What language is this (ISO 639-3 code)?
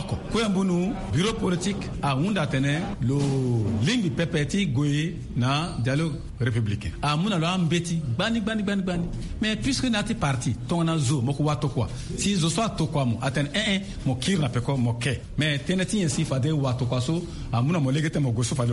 sag